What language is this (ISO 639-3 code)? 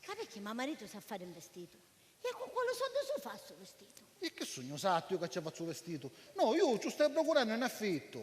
scn